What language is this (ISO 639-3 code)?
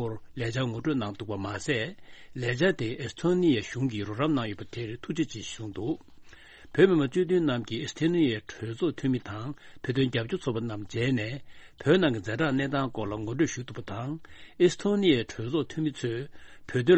bod